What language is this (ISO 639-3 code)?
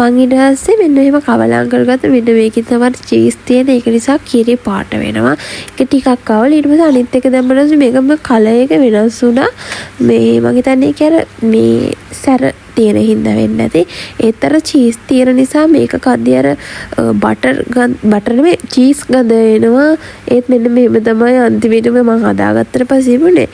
sin